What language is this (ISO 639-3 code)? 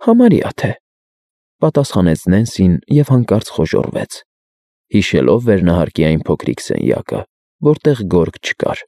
hye